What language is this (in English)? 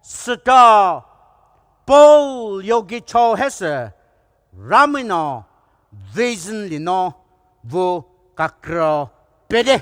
Poumei Naga